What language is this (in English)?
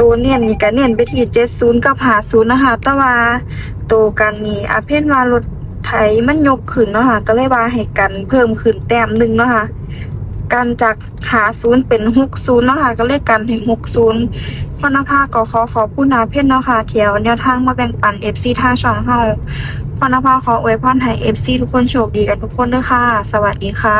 Northeastern Thai